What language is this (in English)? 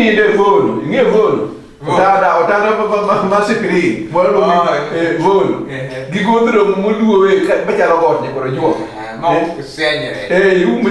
Luo (Kenya and Tanzania)